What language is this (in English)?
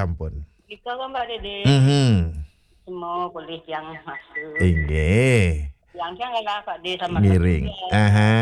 Balinese